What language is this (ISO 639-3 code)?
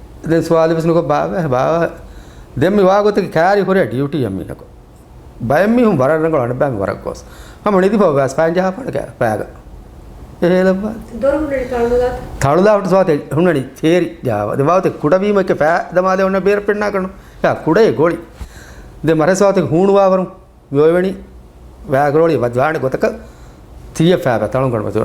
div